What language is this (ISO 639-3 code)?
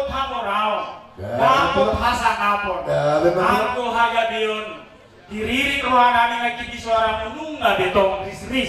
bbc